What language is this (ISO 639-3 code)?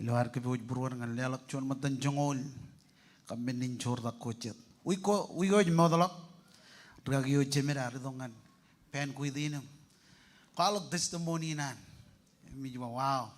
mah